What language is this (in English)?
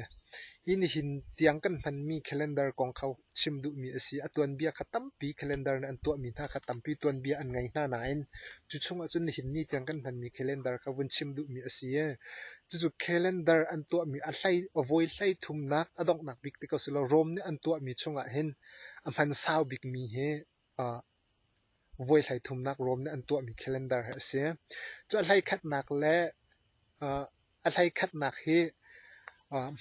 Hakha Chin